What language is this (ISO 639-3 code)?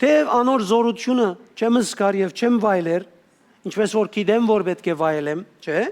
hyw